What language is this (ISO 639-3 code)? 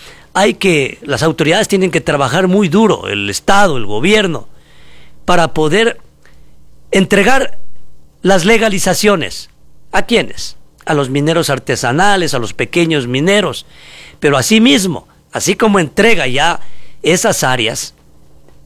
spa